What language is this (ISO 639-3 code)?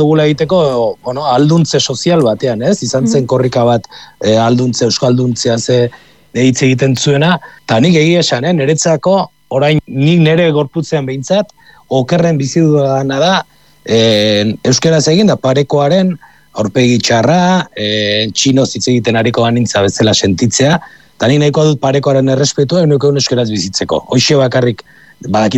eus